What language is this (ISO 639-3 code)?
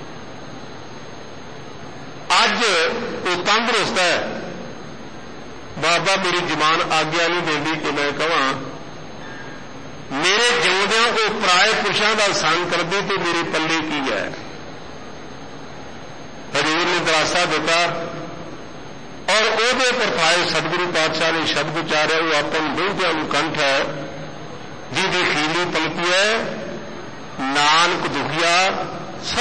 pan